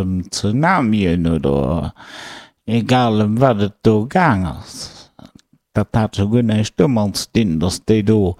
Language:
Luxembourgish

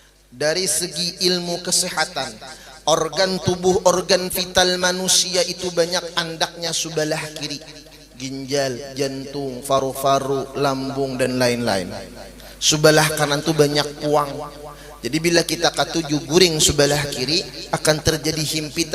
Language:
Banjar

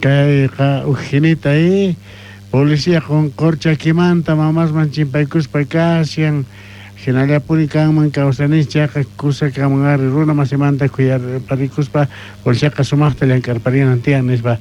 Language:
South Bolivian Quechua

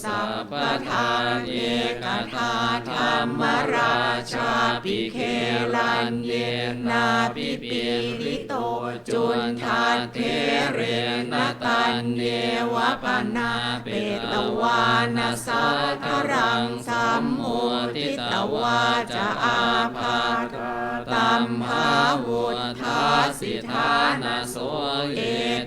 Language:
Pali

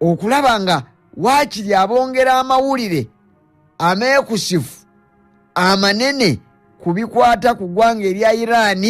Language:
Ganda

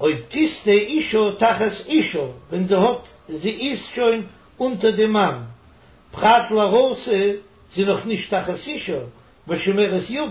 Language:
Yiddish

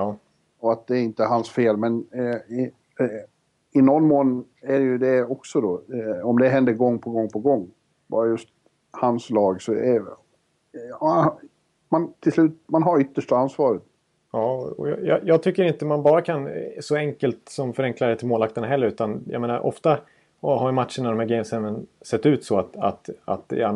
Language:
Swedish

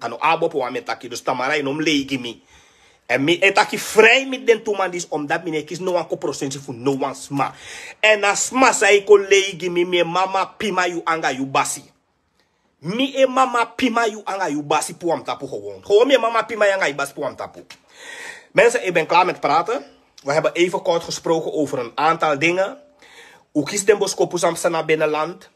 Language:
Sranan Tongo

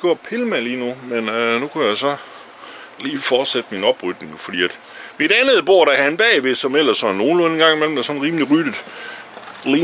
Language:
Danish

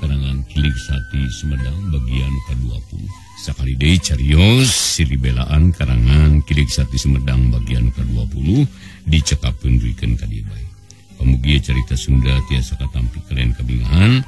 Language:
Sundanese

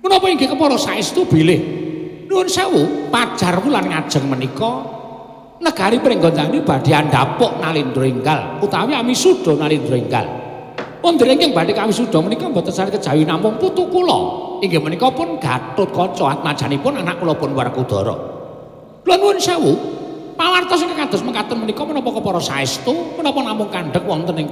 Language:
Javanese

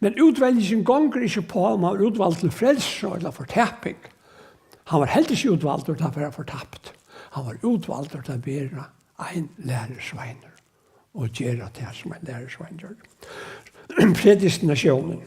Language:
Faroese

